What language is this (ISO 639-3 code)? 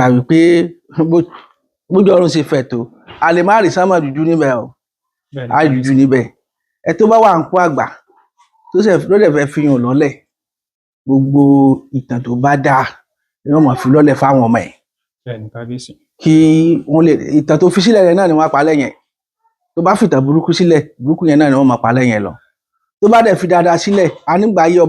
yor